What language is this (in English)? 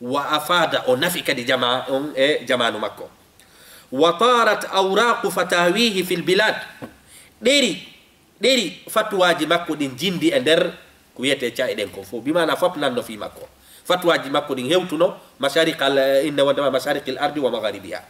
Fula